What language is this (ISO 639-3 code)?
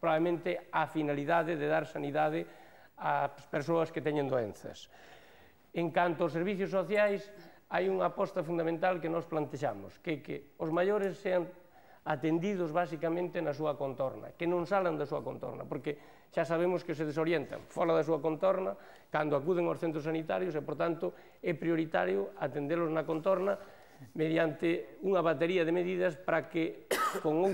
glg